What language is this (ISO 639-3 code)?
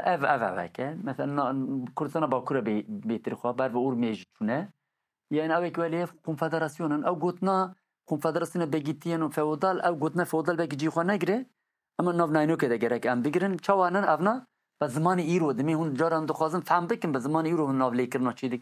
kur